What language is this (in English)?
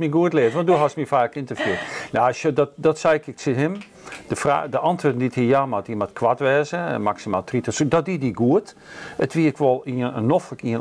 Western Frisian